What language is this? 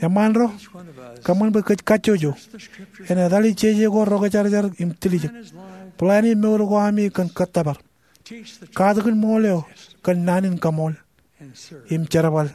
Marshallese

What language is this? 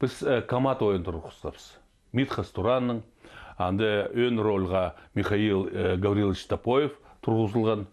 Khakas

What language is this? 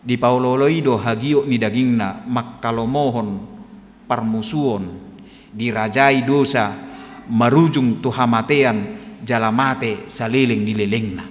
Batak Toba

